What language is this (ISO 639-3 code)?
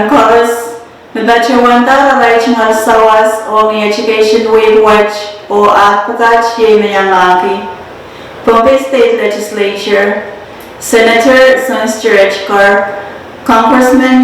pon